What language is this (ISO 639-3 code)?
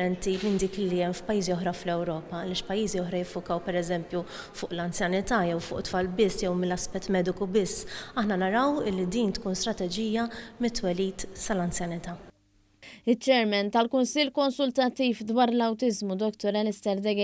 mlt